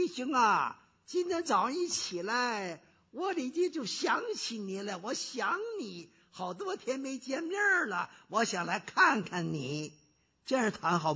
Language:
Chinese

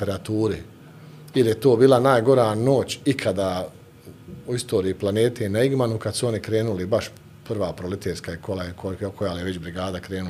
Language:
Bosnian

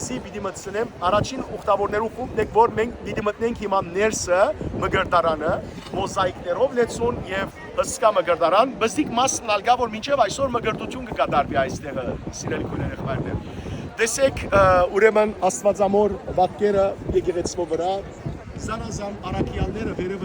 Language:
Western Armenian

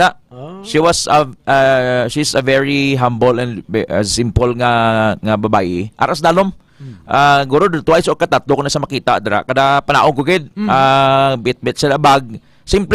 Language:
Hiligaynon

